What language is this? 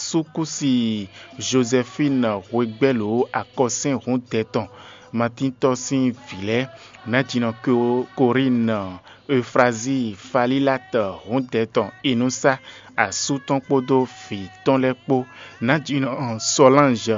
Fon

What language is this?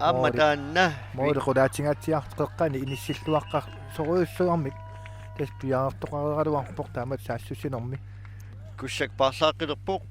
Kalaallisut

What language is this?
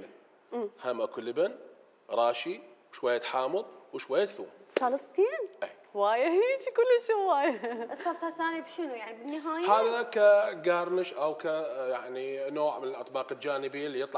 Mesopotamian Arabic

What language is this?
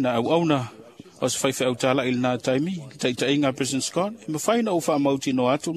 Samoan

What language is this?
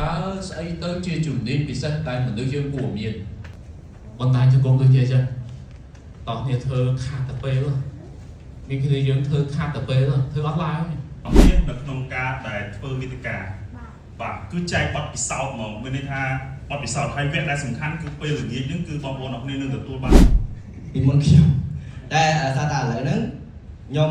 Khmer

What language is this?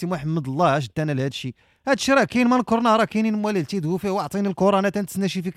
Moroccan Arabic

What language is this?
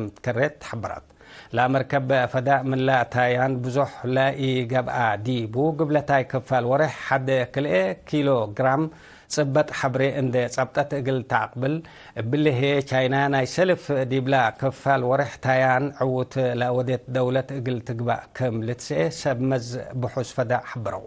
Tigre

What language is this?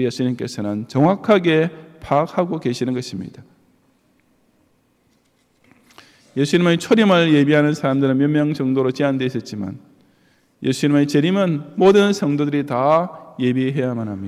Korean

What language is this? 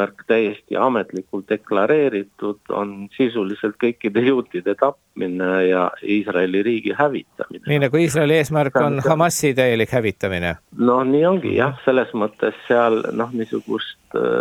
Estonian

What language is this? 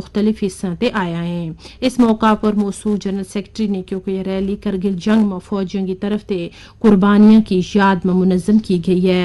Gujari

